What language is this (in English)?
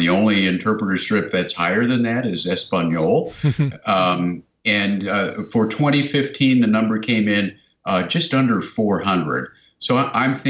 English